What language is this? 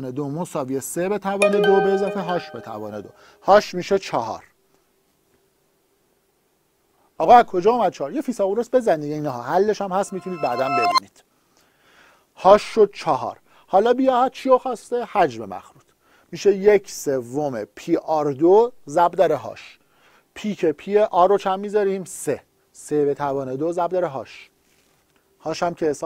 Persian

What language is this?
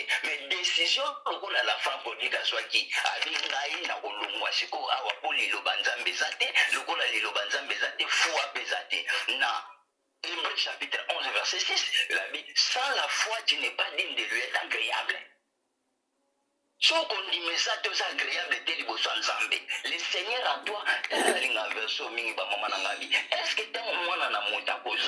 Lingala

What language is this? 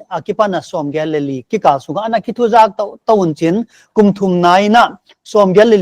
Paite Chin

